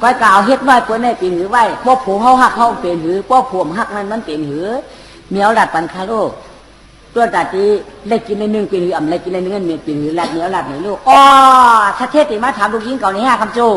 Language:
Shan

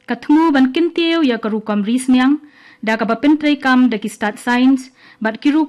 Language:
Khasi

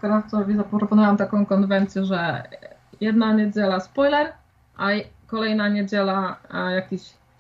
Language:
Polish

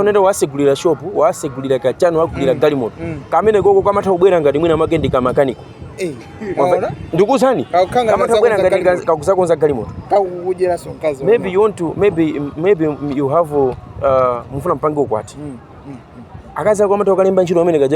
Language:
Nyanja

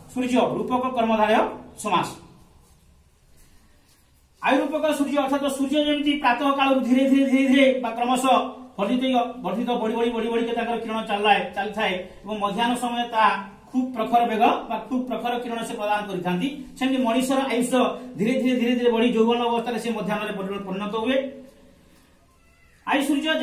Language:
Odia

